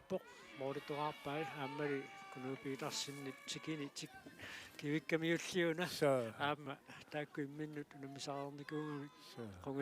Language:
Kalaallisut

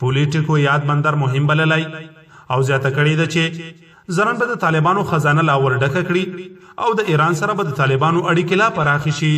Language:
Pashto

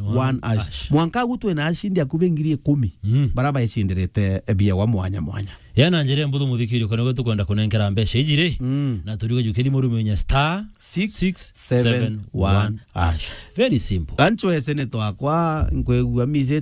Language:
Meru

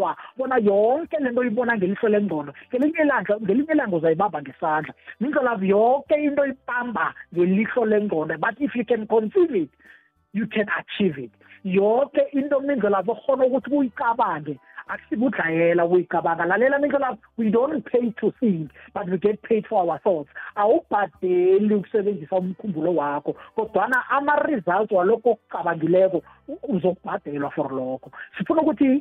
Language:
South Ndebele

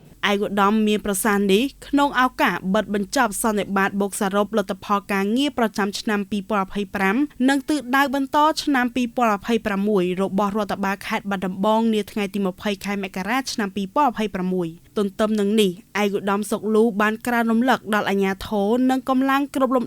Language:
Khmer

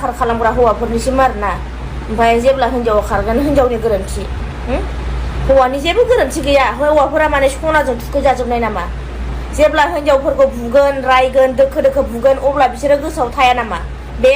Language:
Bodo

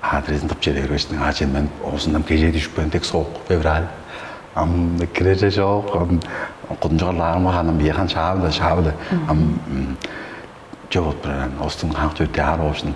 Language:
Tuvinian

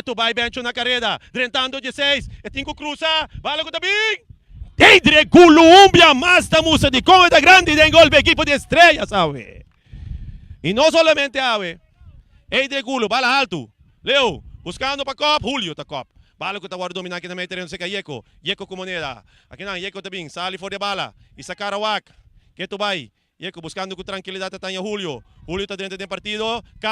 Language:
Papiamento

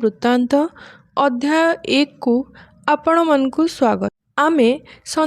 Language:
Odia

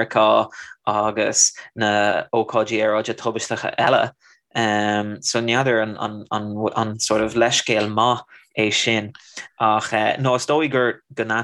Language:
Irish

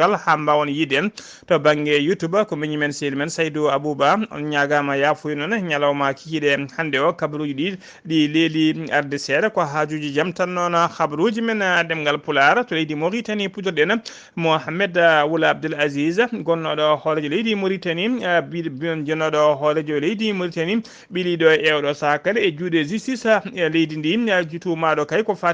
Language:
Fula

